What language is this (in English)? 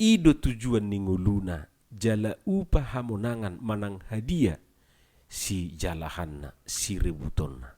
Batak Toba